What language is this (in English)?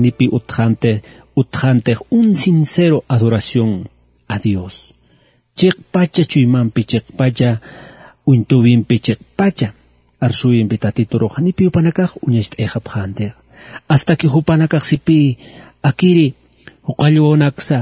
Aymara